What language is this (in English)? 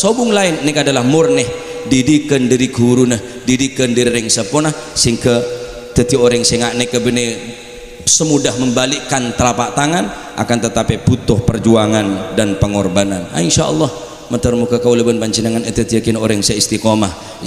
Madurese